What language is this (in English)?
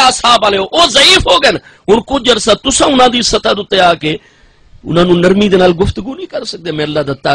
Saraiki